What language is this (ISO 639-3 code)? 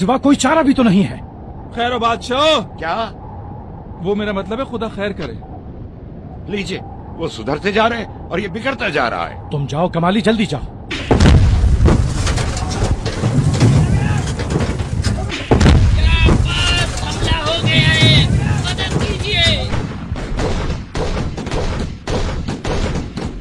urd